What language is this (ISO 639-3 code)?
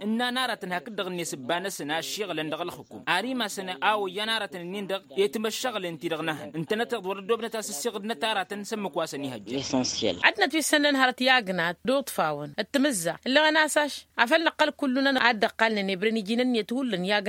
taq